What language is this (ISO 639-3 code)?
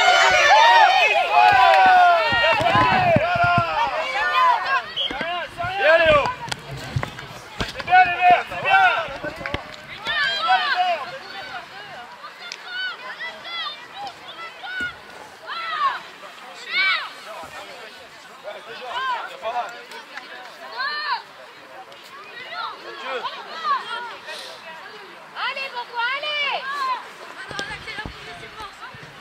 fra